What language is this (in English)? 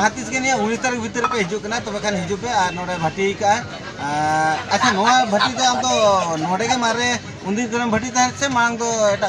Santali